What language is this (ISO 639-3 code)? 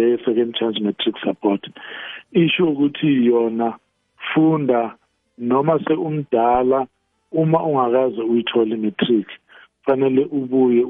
nbl